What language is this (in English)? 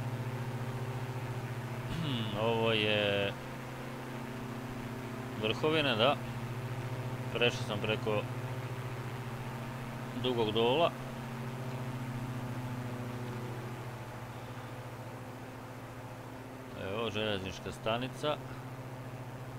Croatian